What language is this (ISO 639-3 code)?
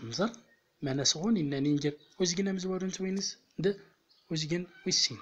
tzm